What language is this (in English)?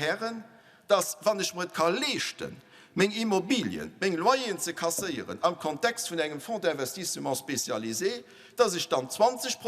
Luxembourgish